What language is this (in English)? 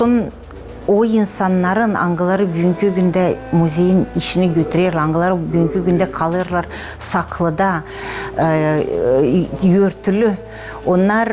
Gagauz